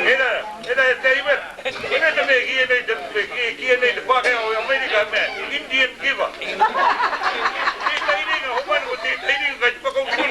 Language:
Māori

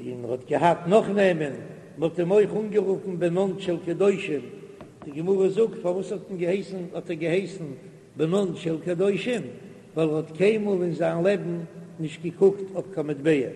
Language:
Yiddish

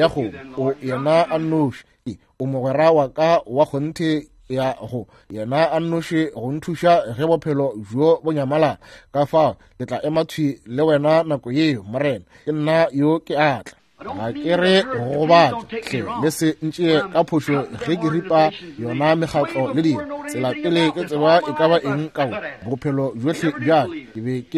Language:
Northern Sotho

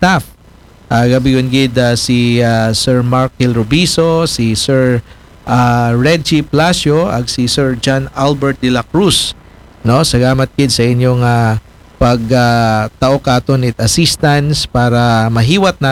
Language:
Aklanon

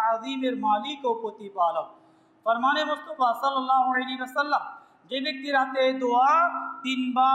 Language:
Bangla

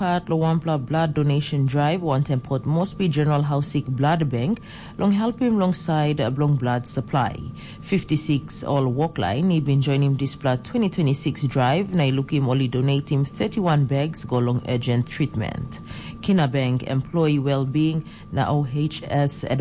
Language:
Tok Pisin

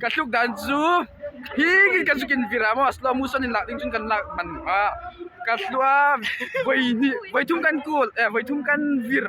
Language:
Hmar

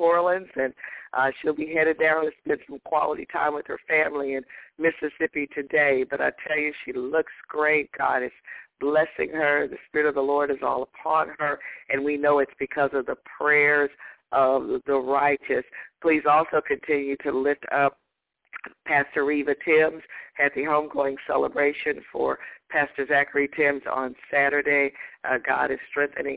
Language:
English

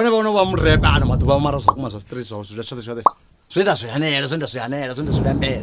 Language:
Venda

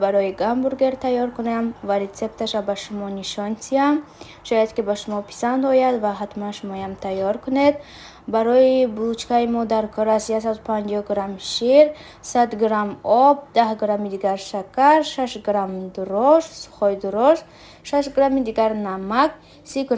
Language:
Tajik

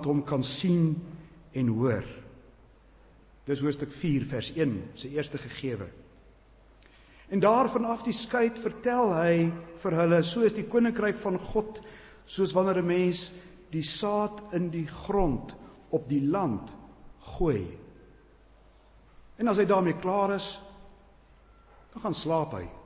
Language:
Afrikaans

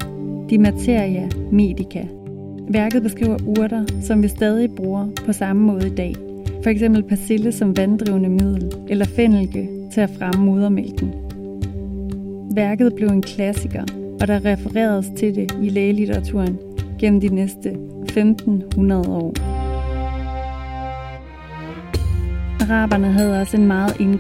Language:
Danish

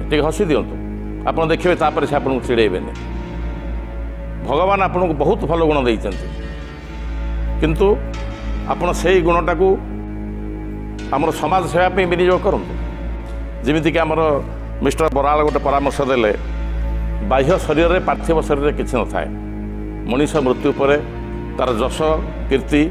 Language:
Odia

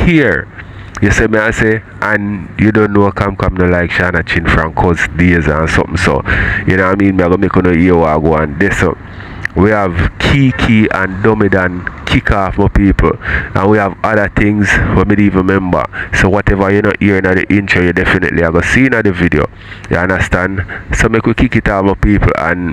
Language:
Jamaican Creole English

